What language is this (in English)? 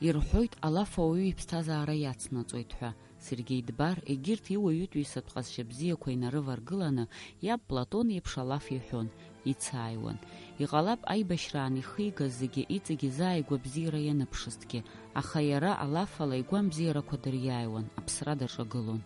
Abkhazian